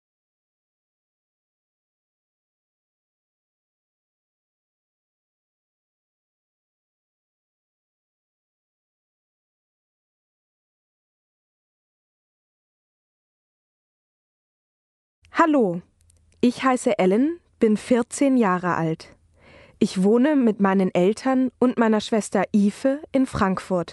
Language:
German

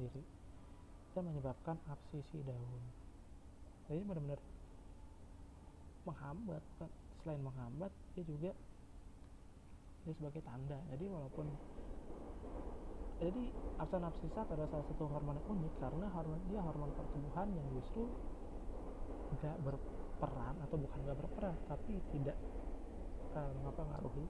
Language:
Indonesian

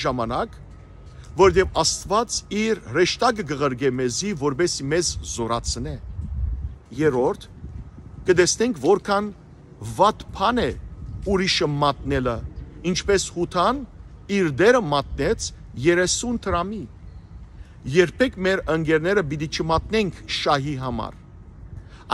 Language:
Western Armenian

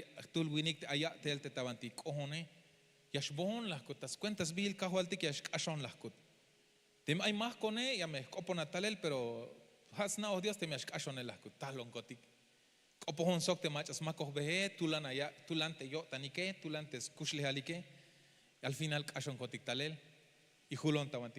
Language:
Tzeltal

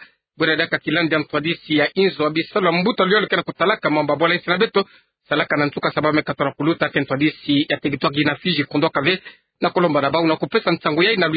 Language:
Kituba (Democratic Republic of Congo)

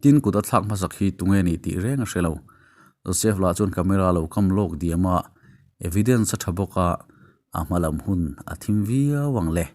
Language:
Mizo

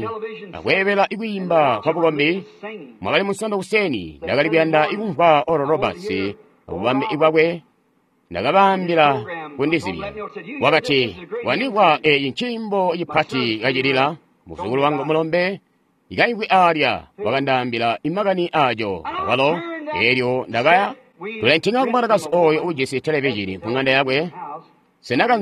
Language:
Tonga (Zambia)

